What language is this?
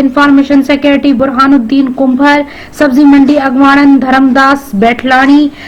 Sindhi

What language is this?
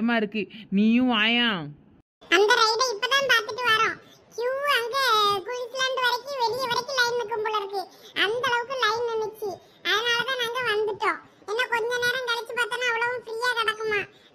Tamil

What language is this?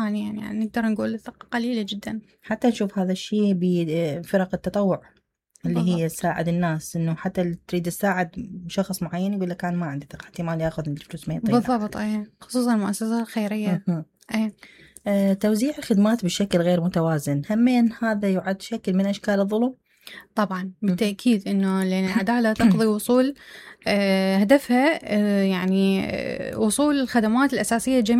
Mesopotamian Arabic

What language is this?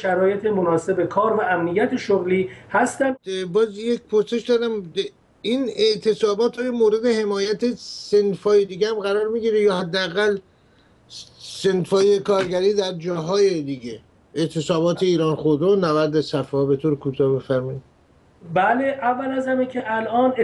Persian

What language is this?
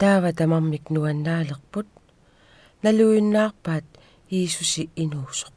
Kalaallisut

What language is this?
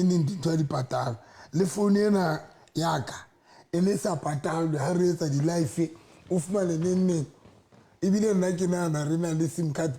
Southern Sotho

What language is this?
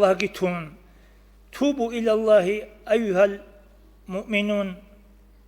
Avaric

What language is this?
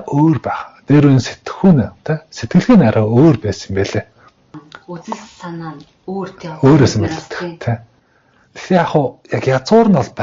Mongolian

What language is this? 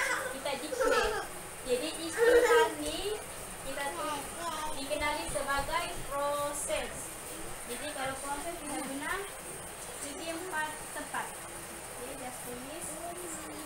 Malay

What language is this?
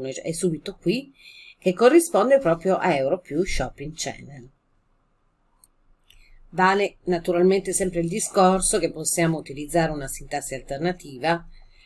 Italian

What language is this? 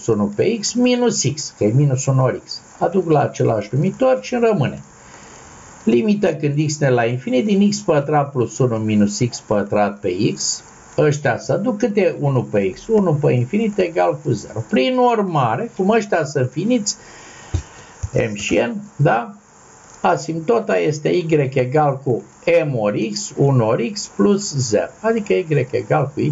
Romanian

